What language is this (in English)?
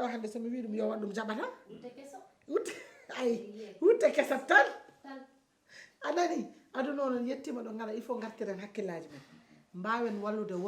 Fula